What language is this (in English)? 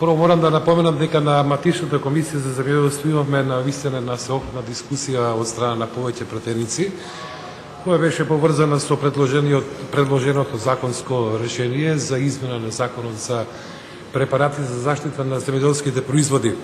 Macedonian